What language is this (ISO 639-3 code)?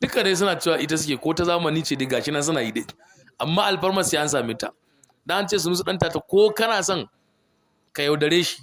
hau